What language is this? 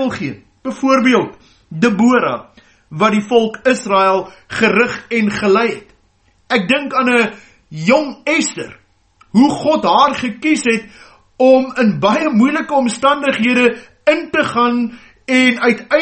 Afrikaans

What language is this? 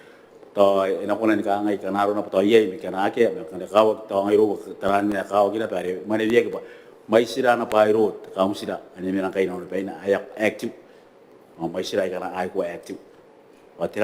Gilbertese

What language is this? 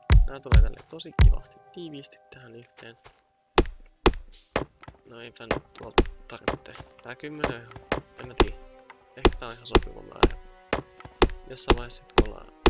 Finnish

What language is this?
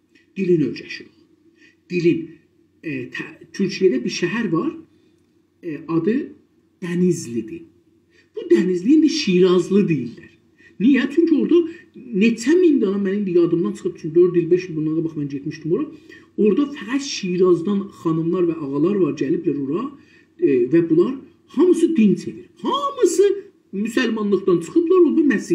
South Azerbaijani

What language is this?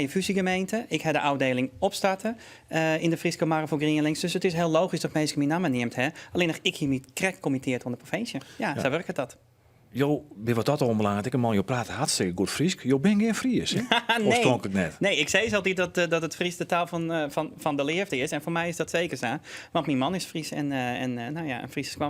Western Frisian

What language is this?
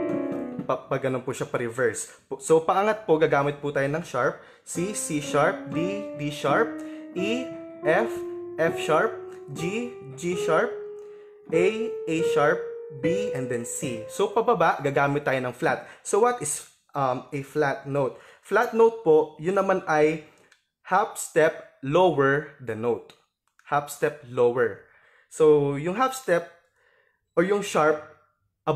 Filipino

